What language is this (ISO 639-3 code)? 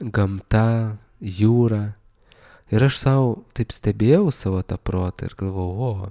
lit